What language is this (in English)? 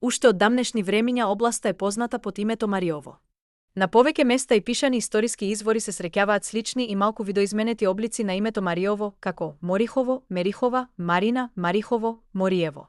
Macedonian